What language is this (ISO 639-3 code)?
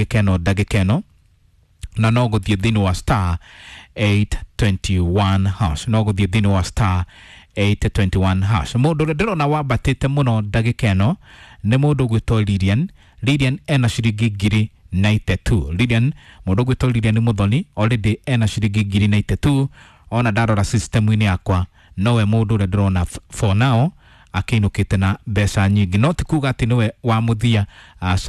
kik